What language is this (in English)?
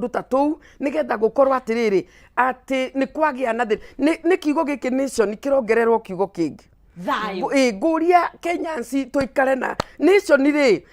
Kikuyu